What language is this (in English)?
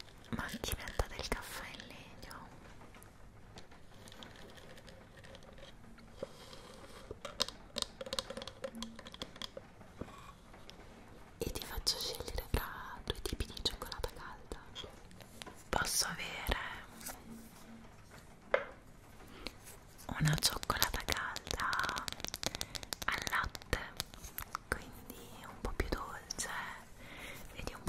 Italian